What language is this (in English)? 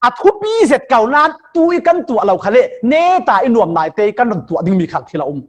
Falam Chin